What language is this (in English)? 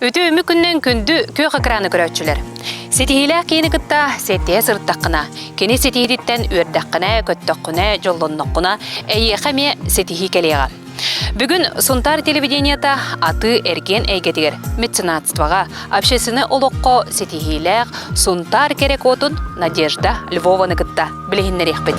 Yakut